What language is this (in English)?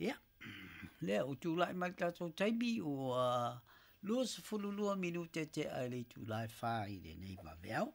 Samoan